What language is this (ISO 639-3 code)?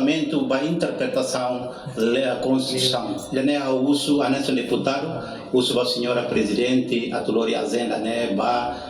tet